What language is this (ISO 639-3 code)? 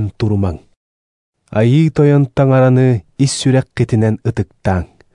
sah